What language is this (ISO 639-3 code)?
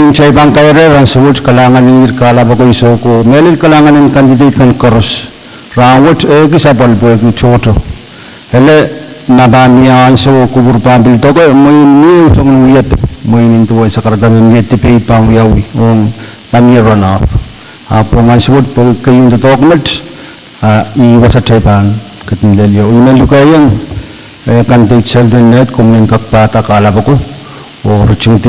pon